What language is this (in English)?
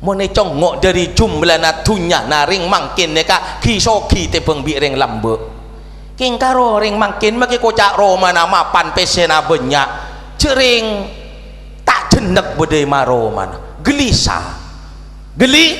Madurese